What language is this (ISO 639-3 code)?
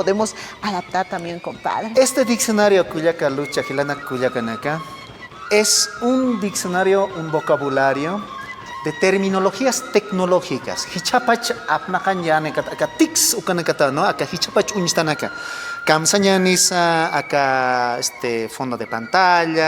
aym